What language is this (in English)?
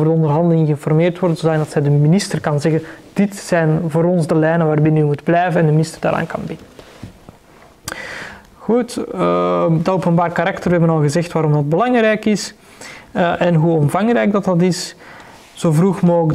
Dutch